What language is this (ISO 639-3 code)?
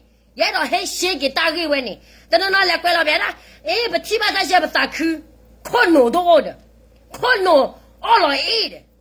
ksw